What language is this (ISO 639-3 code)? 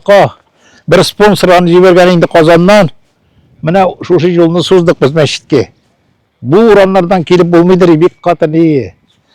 tat